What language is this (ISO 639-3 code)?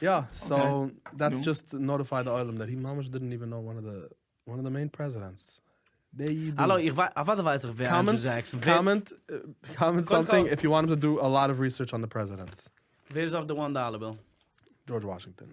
yid